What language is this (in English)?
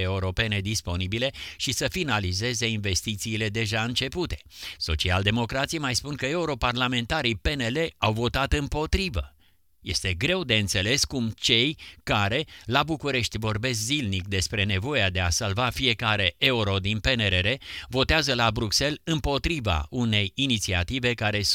Romanian